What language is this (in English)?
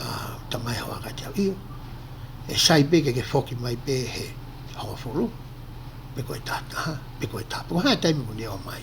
Tongan